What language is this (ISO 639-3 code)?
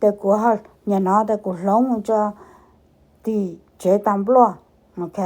hmn